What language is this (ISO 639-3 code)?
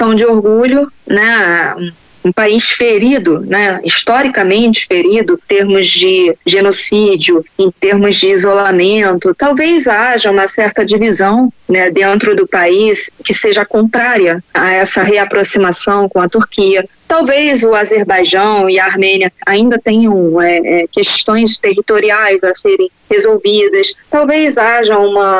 por